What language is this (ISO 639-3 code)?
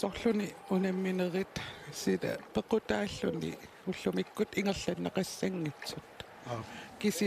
kal